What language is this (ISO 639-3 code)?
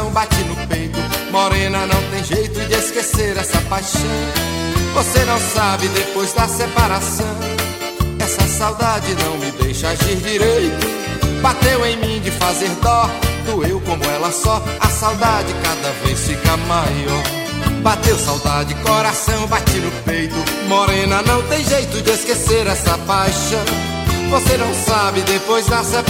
por